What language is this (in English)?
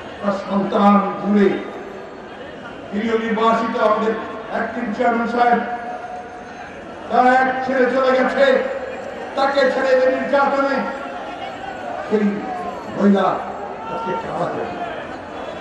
Bangla